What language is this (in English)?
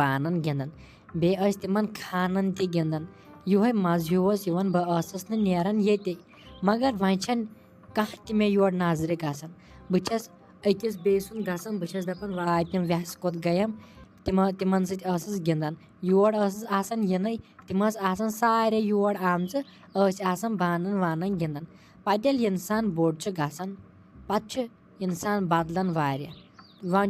Kashmiri